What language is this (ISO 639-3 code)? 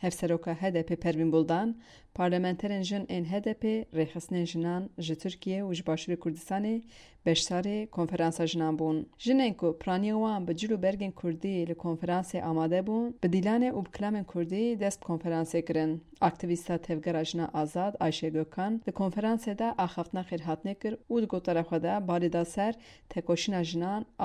kur